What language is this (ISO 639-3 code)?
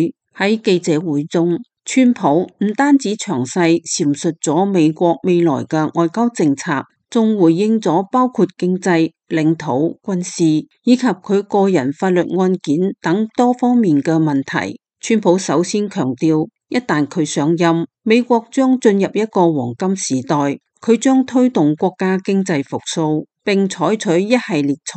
yue